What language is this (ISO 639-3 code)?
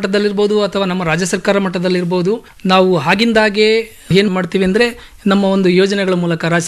kan